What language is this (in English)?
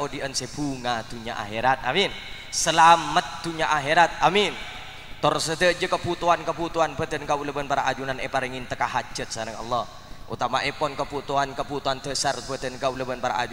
Madurese